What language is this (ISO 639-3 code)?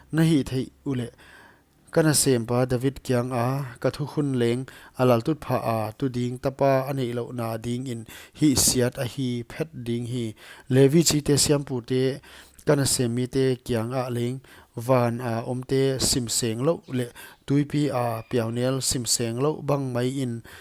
pck